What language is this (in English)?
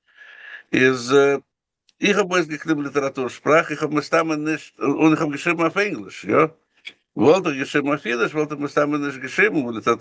Yiddish